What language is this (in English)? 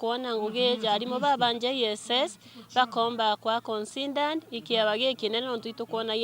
Meru